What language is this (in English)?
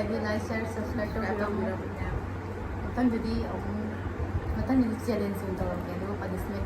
Manipuri